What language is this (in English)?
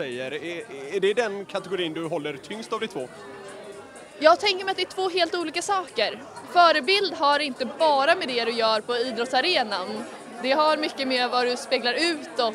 Swedish